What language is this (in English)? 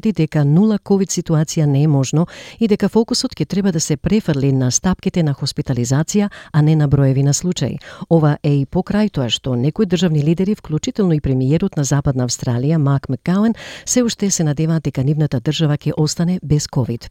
Macedonian